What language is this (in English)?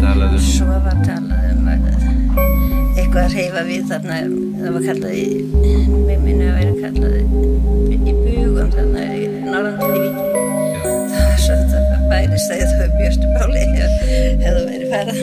Icelandic